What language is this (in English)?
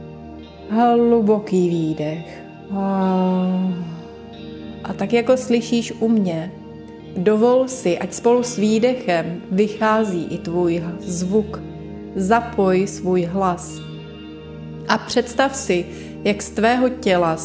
Czech